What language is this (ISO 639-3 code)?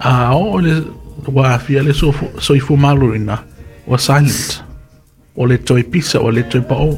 smo